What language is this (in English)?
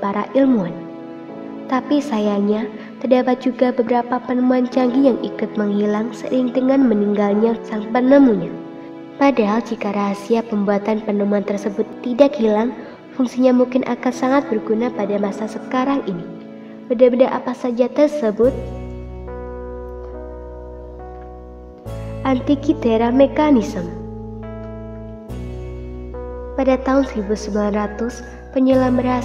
Indonesian